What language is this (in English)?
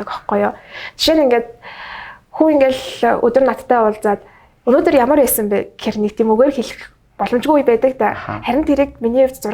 Mongolian